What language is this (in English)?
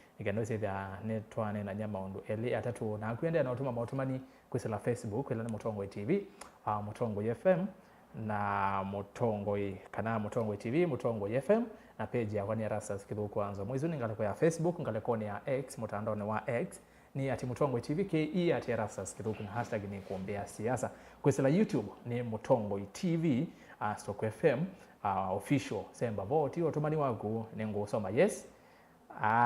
Kamba